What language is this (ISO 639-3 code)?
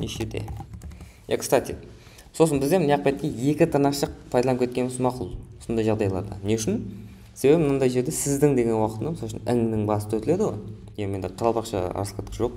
kaa